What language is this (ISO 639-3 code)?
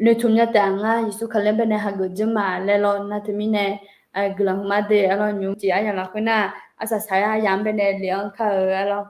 ahk